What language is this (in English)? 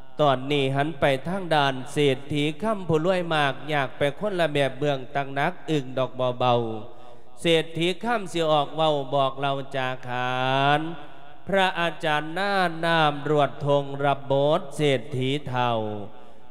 Lao